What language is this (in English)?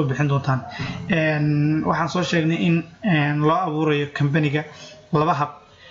Somali